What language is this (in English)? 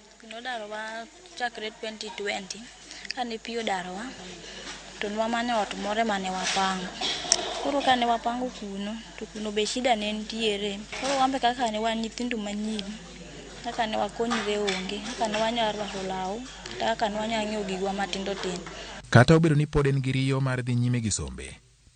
Luo (Kenya and Tanzania)